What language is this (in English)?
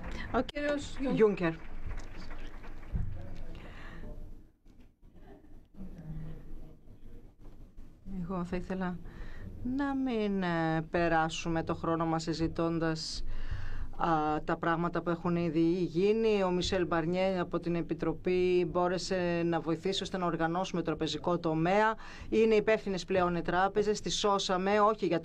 Greek